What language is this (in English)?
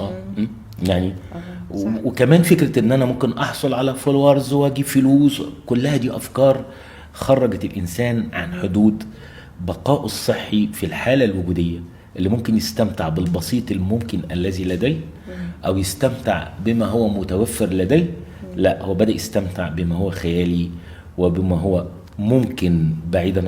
Egyptian Arabic